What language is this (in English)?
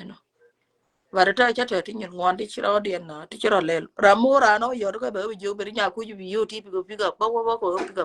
Nuer